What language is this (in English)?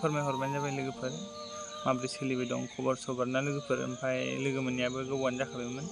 Bodo